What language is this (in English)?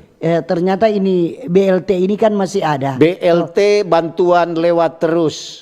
Manado Malay